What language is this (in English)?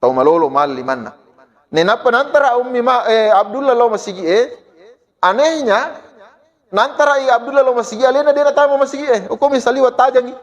Buginese